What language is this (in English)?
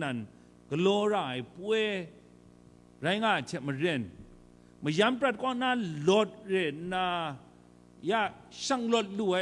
Kachin